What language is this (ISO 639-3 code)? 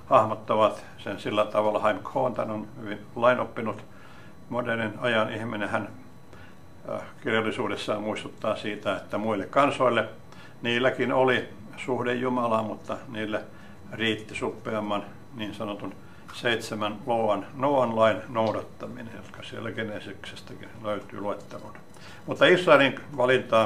fin